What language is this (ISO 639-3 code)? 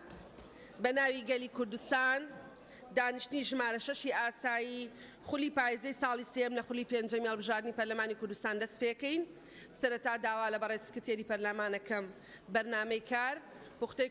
ckb